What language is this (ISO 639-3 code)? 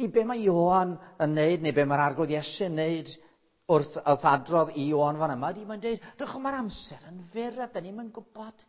cym